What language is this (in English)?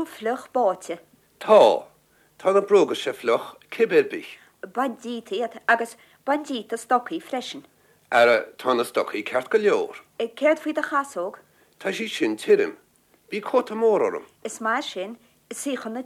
Irish